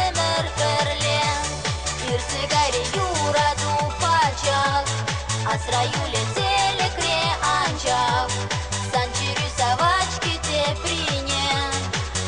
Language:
Chuvash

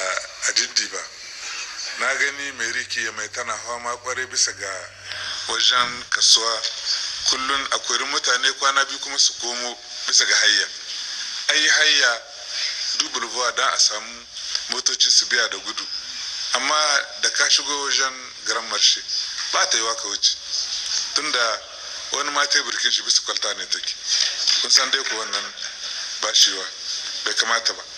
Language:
Hausa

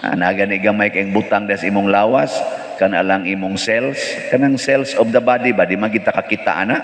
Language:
Cebuano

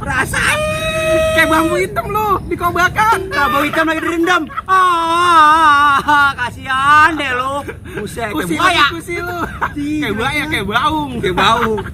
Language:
Betawi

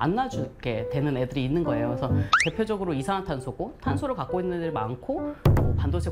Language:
Korean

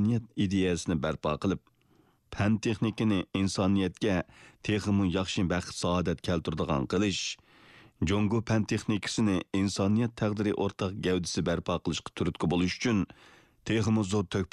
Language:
Uyghur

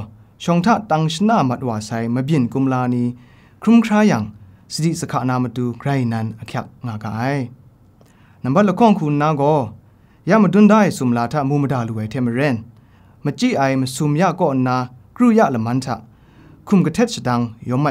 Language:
Kachin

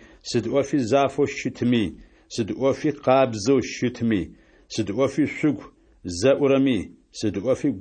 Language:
Adyghe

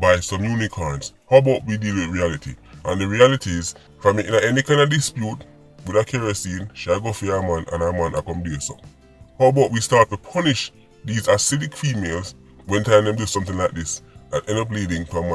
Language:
Jamaican Creole English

